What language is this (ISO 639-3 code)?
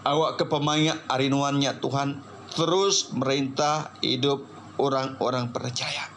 iba